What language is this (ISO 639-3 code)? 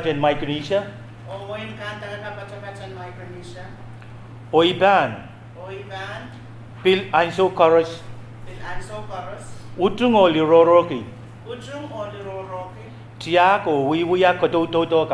pon